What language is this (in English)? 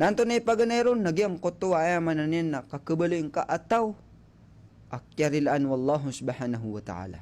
Maranao